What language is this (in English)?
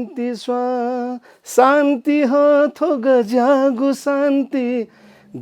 Newari